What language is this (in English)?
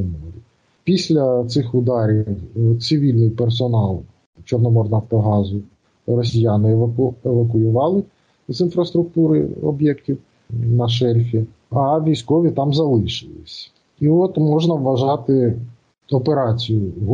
Ukrainian